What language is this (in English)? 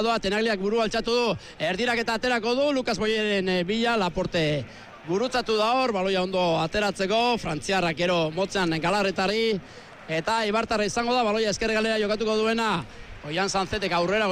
Basque